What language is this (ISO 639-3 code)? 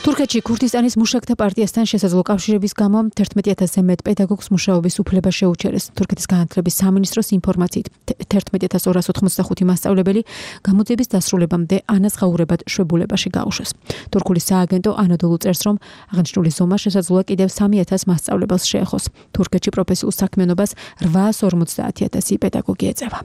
kat